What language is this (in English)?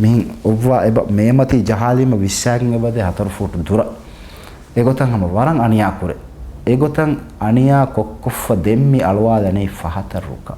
Divehi